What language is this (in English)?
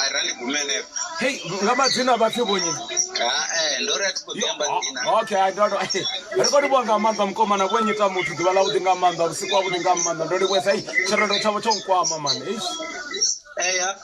Venda